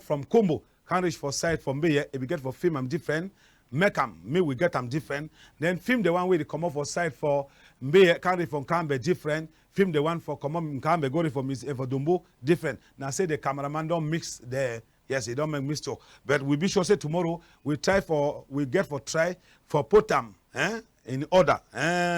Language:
Cameroon Pidgin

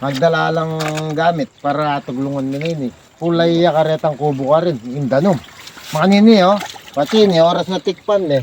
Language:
Pampanga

